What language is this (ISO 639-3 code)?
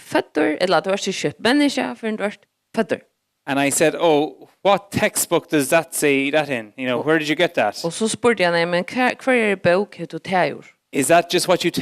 fao